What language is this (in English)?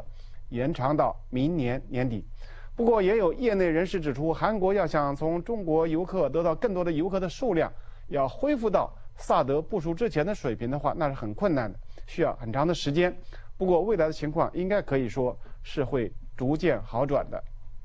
Chinese